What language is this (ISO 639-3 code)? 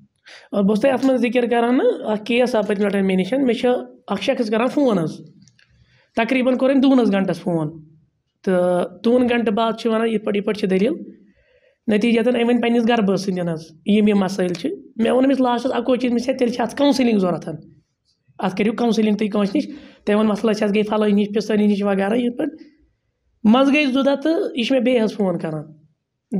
kas